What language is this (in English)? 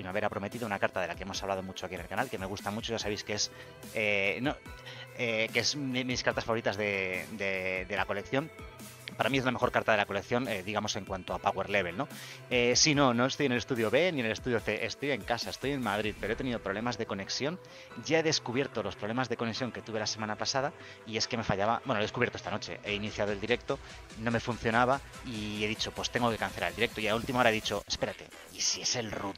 Spanish